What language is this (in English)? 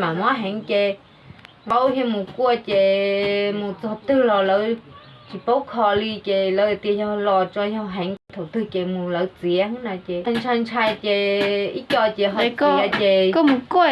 Hmong